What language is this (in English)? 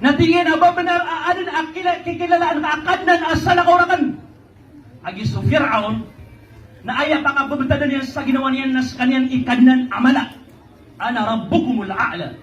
Maranao